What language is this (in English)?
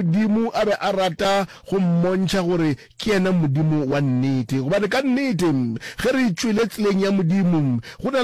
Northern Sotho